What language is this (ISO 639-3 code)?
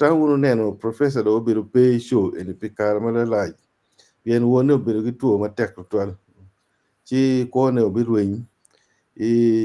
ach